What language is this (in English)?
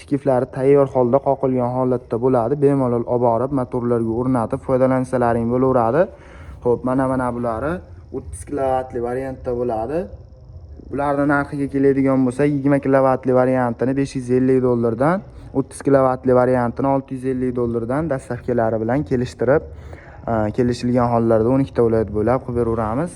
Uzbek